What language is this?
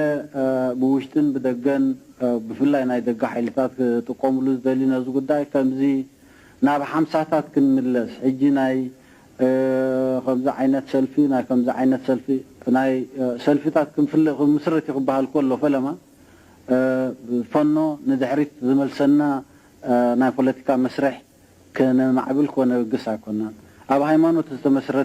Tigrinya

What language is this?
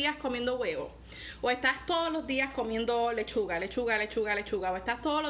Spanish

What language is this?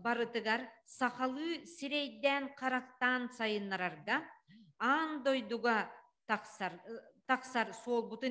Yakut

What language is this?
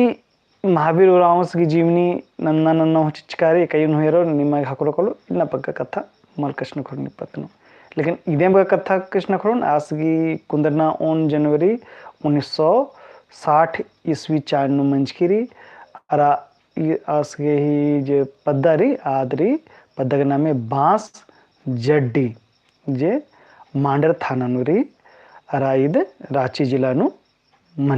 Kurukh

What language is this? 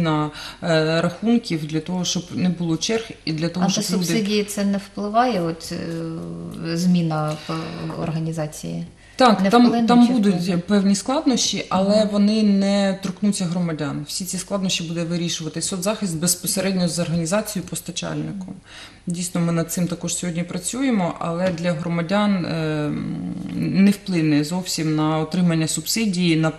Ukrainian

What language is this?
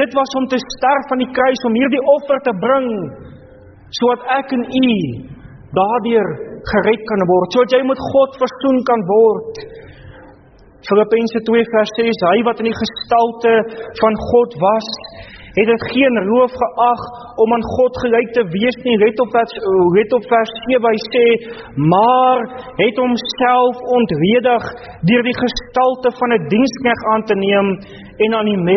Afrikaans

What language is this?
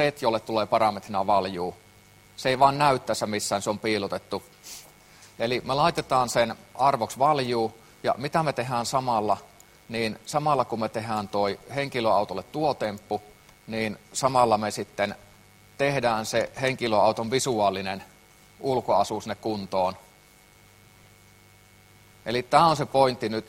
Finnish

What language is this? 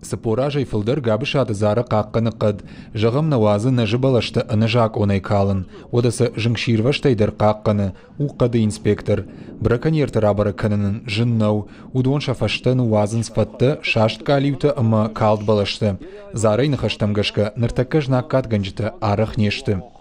Ossetic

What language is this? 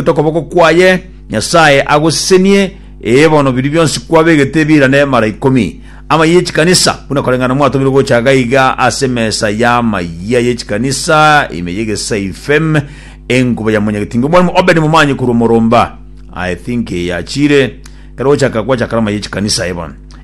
Gusii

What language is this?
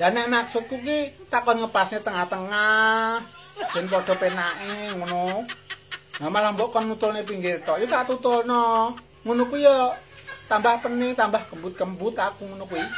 Javanese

